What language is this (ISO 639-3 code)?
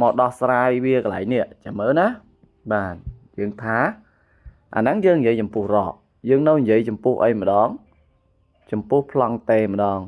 khm